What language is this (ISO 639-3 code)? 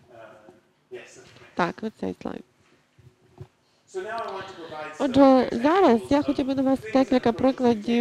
ukr